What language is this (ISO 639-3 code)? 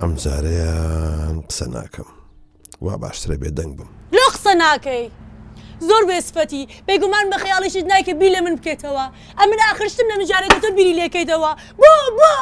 ckb